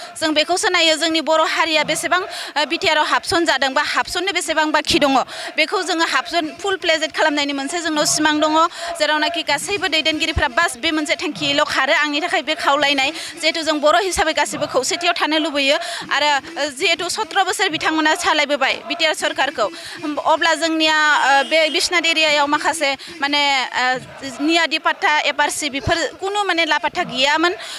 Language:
Bodo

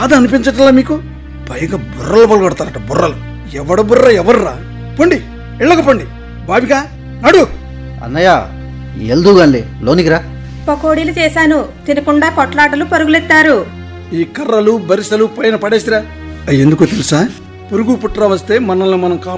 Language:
Telugu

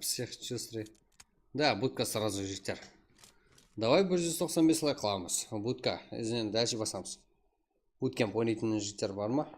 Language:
Kara-Kalpak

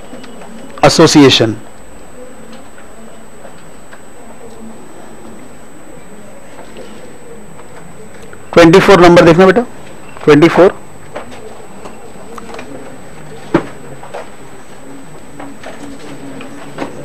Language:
Hindi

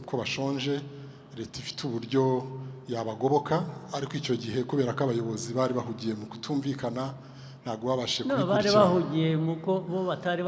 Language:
Kinyarwanda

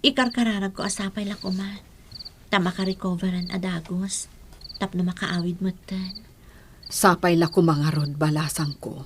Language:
Iloko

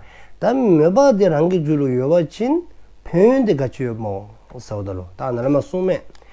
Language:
Dzongkha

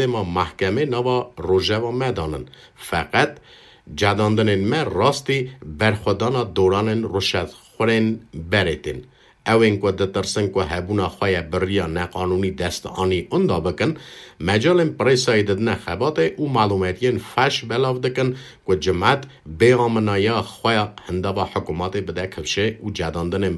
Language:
Kurdish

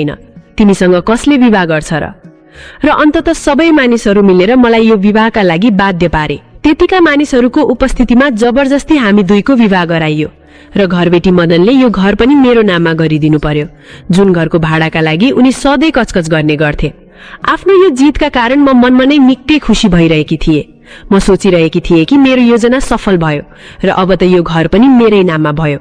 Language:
Nepali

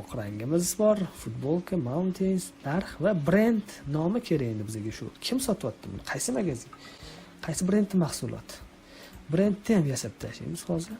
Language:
Uzbek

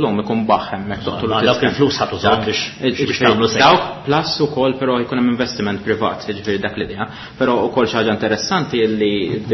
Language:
Maltese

